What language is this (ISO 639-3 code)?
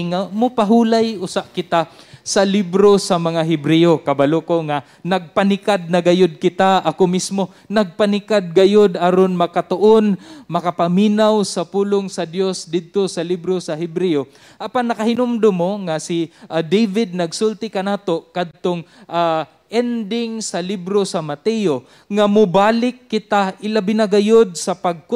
ceb